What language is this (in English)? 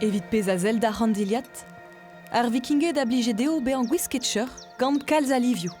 Breton